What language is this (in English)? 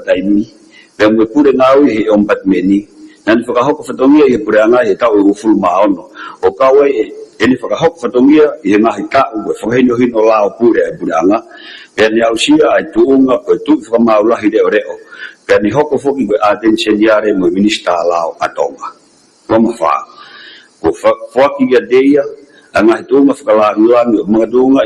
Tongan